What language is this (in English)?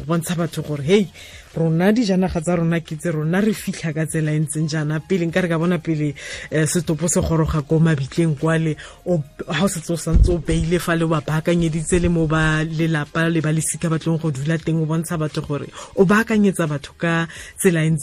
Tswana